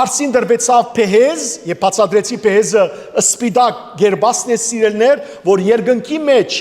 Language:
Western Armenian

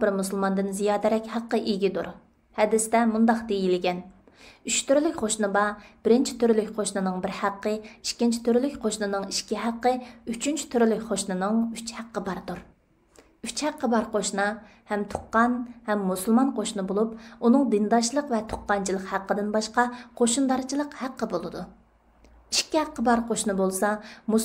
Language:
Uyghur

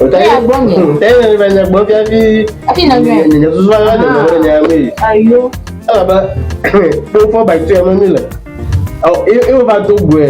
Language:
Ewe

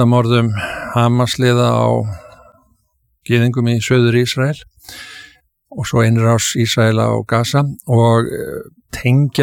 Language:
Icelandic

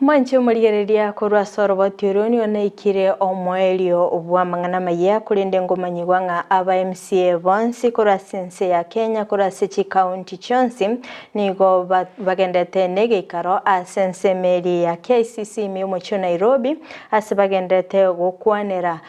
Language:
Gusii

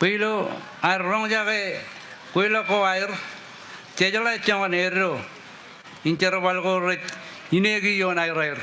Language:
Marshallese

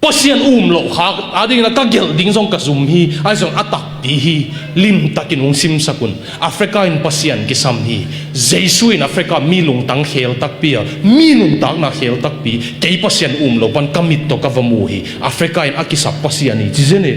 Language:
Tedim Chin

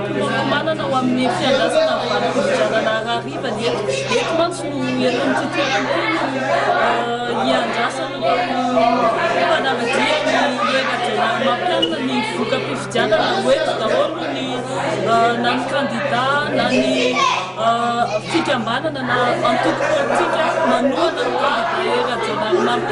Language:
Malagasy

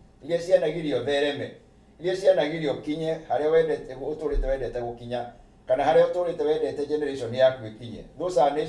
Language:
Kikuyu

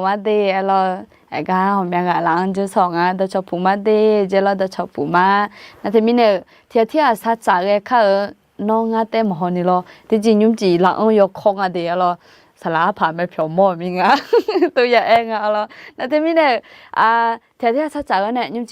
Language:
Akha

